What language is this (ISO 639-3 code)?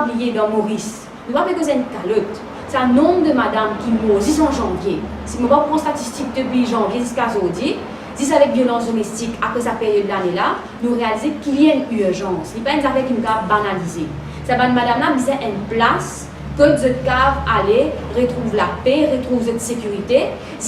mfe